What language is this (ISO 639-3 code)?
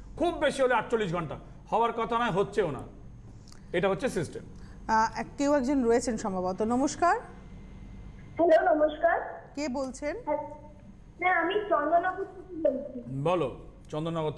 ben